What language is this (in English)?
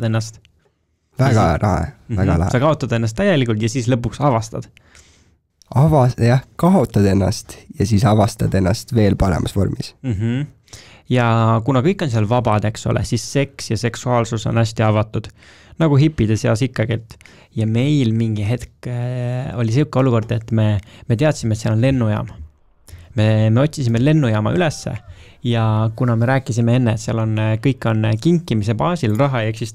Estonian